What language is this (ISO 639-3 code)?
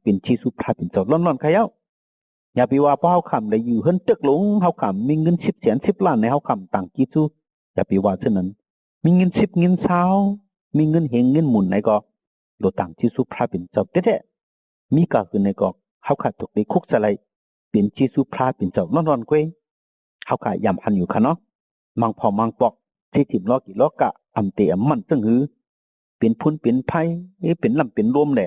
shn